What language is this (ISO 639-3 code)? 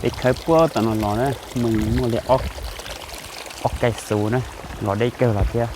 hmn